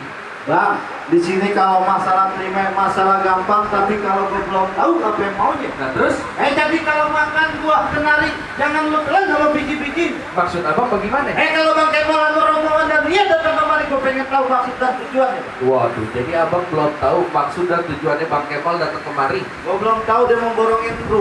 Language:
Betawi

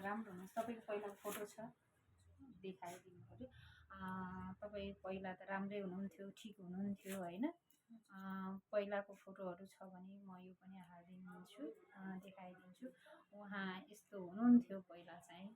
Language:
Nepali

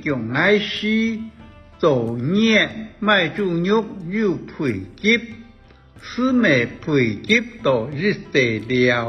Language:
Hakka Chinese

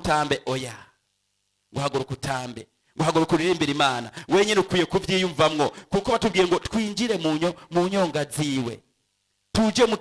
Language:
Rundi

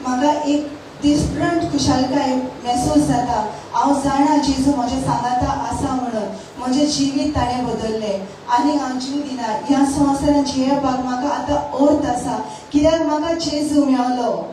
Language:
Konkani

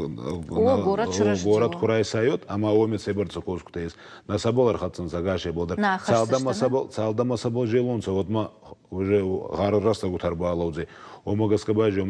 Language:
Ossetic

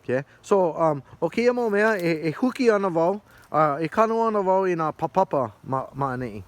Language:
Hawaiian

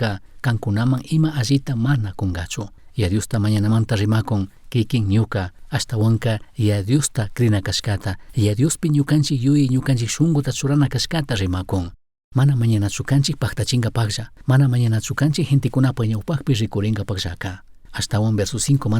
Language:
Chimborazo Highland Quichua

